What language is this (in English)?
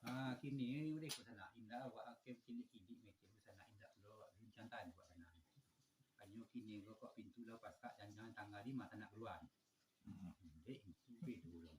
Minangkabau